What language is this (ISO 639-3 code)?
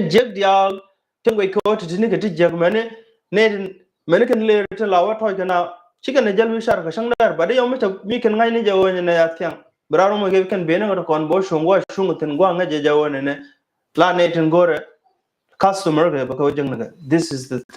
nus